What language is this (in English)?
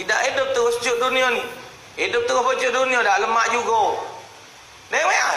Musi